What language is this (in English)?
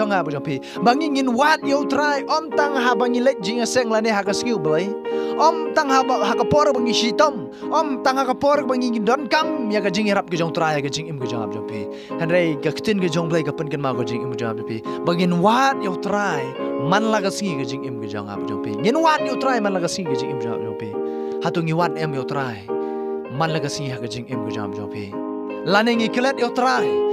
Khasi